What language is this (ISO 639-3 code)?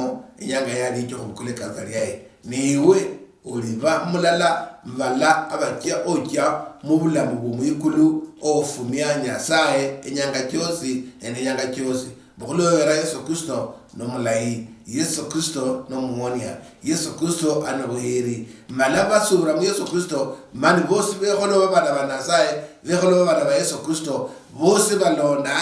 luy